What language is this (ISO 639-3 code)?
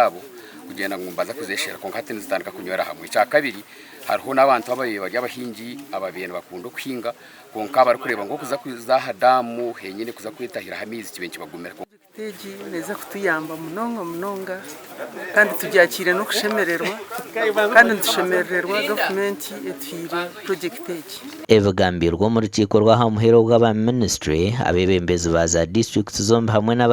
nyn